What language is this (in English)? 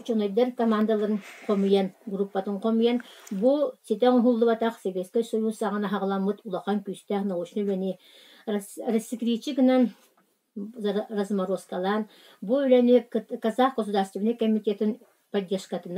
Yakut